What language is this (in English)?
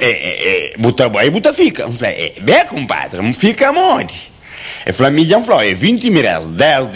Kabuverdianu